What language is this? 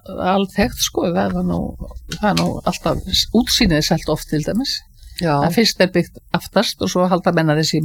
Icelandic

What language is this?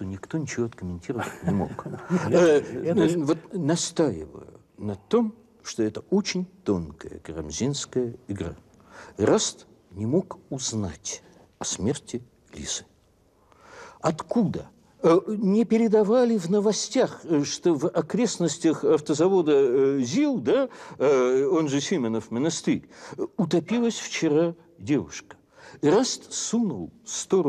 Russian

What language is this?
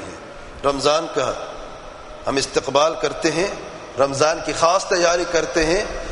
Urdu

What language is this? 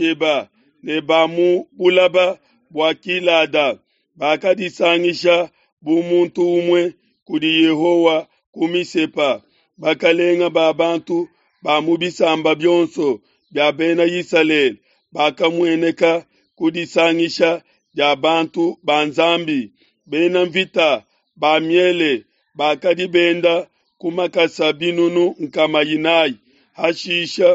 Luba-Lulua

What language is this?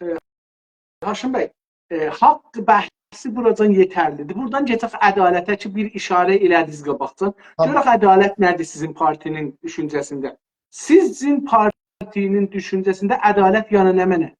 South Azerbaijani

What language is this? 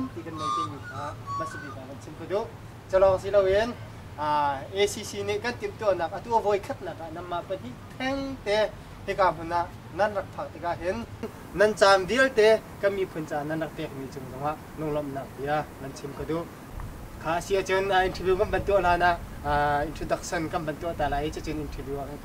Hakha Chin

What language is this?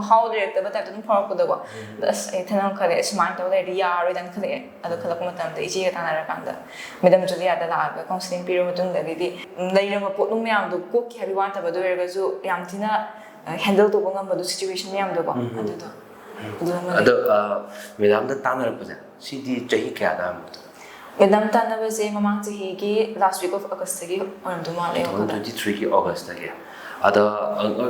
Manipuri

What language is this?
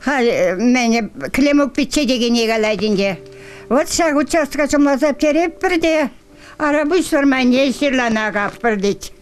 Chuvash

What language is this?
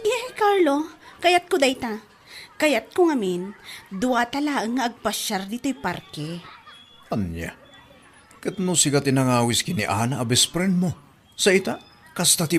Iloko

